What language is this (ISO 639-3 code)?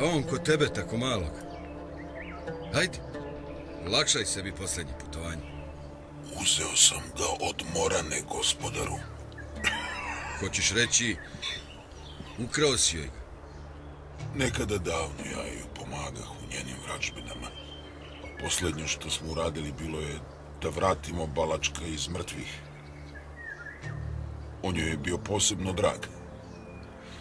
srp